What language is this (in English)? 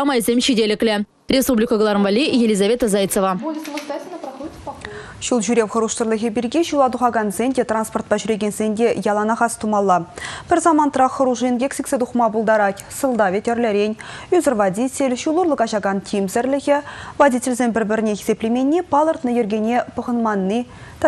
Chuvash